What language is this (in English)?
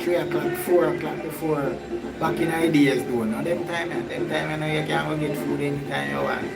Jamaican Creole English